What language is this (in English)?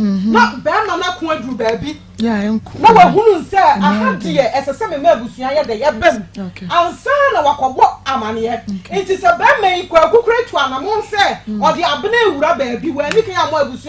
Akan